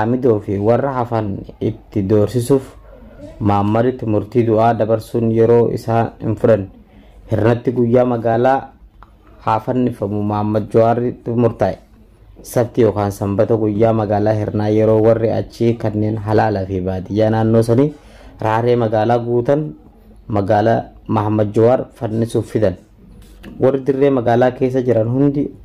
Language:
Oromo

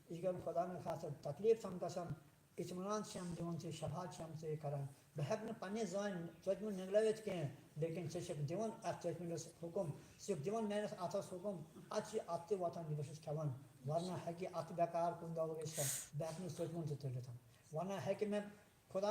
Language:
Kashmiri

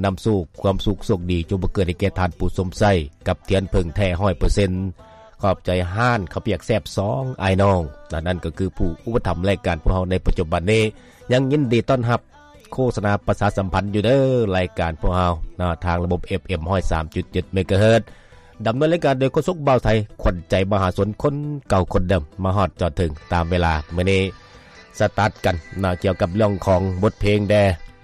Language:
Lao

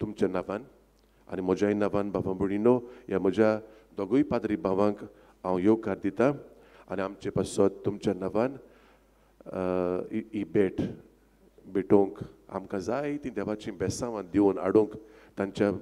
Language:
Konkani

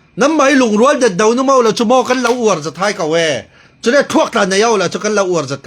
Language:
Falam Chin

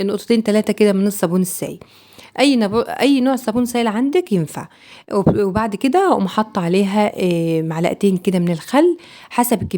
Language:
Egyptian Arabic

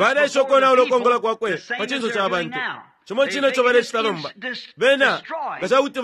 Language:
Bemba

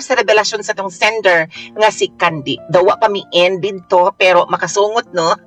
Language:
Cebuano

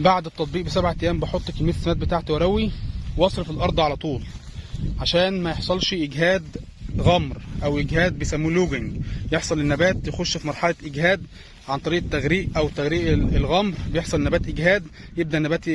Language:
Egyptian Arabic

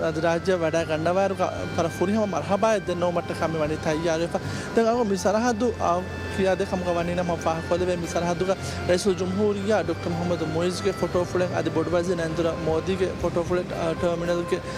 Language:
Divehi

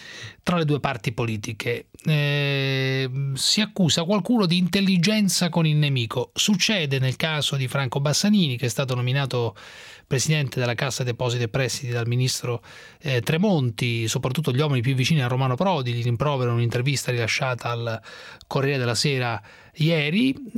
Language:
Italian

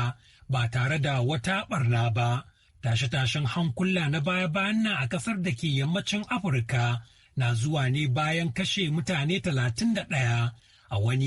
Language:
Hausa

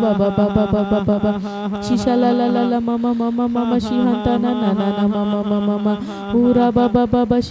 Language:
Tem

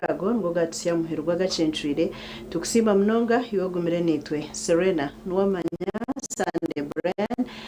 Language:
Nyankole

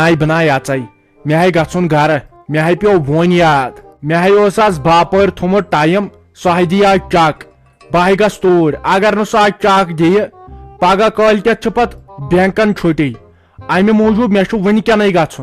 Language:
Kashmiri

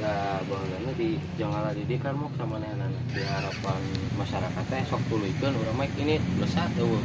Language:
Sundanese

